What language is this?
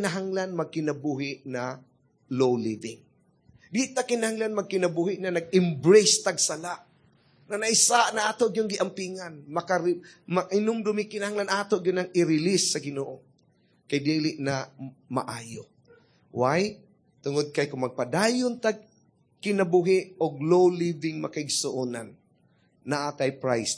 Cebuano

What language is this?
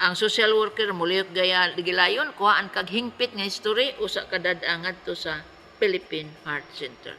Cebuano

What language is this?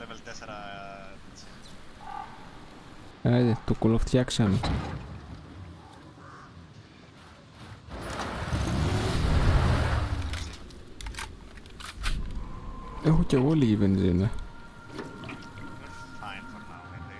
Greek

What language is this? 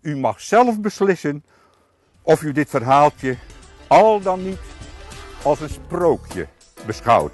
Western Frisian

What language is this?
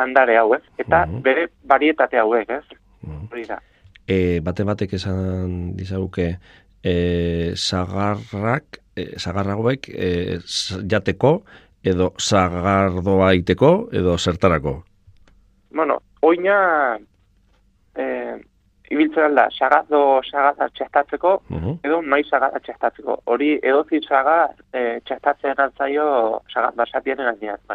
Basque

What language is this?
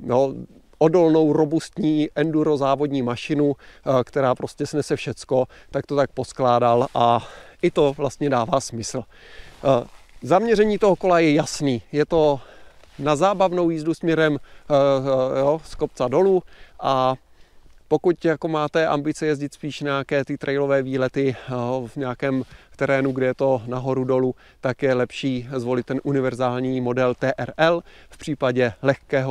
Czech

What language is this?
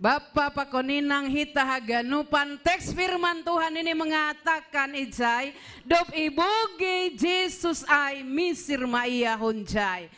Batak Simalungun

